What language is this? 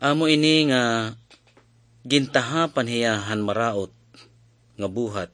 Waray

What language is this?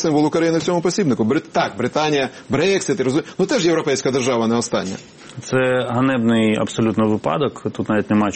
Ukrainian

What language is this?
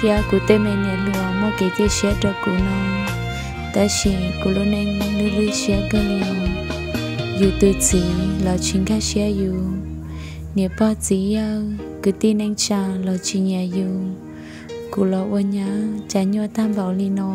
Hmong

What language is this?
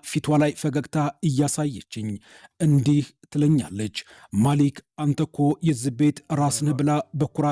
Amharic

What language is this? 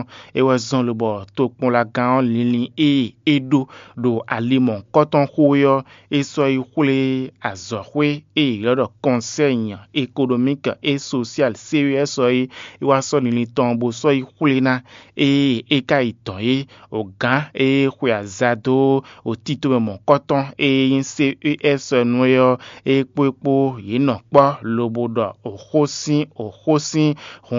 Fon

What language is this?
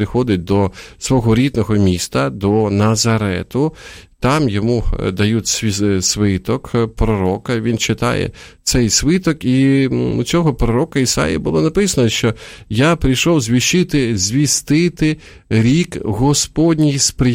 Ukrainian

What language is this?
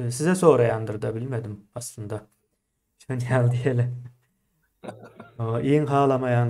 Turkmen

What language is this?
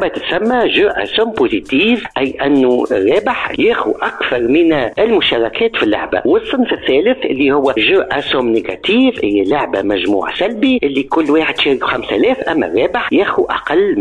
Tunisian Arabic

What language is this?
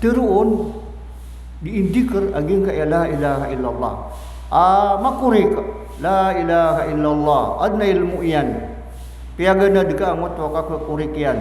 Maranao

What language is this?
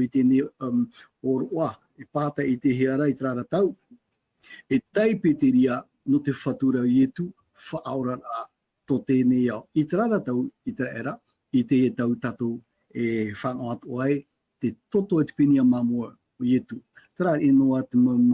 Tahitian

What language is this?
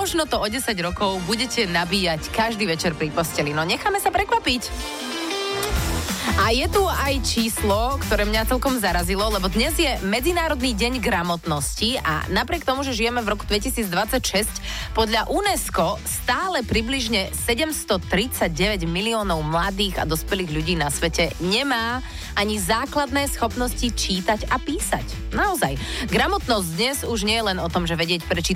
Slovak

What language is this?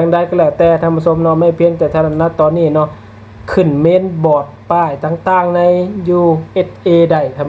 Lao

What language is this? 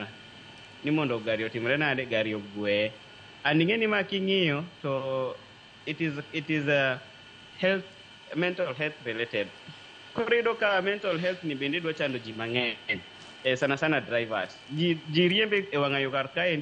Luo (Kenya and Tanzania)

